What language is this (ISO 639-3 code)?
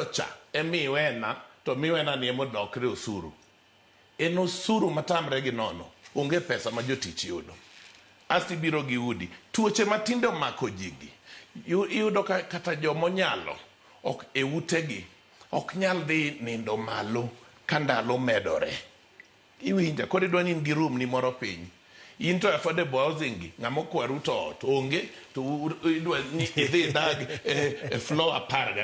luo